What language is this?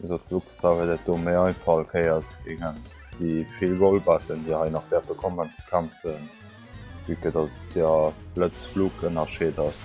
Luxembourgish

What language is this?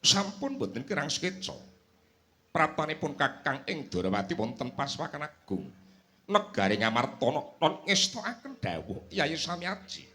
Javanese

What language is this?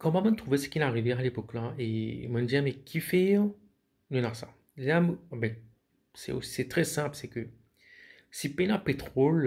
Morisyen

